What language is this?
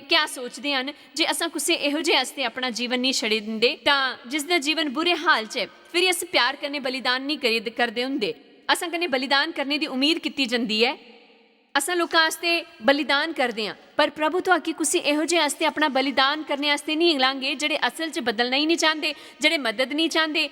Dogri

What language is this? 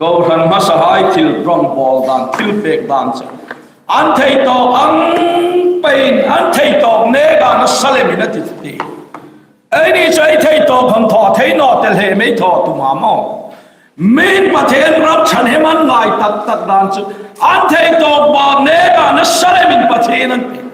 Hmar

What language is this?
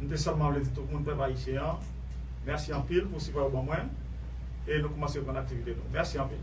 Haitian Creole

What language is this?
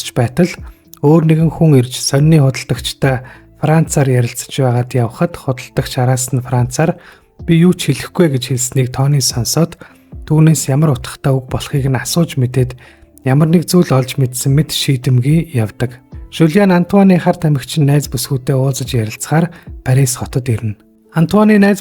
Mongolian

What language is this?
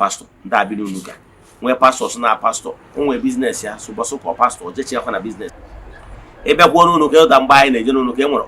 Igbo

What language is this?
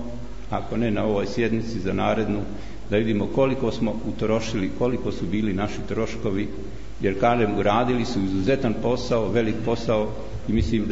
Bosnian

